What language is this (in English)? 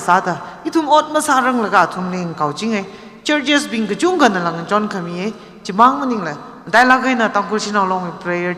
Tangkhul Naga (India)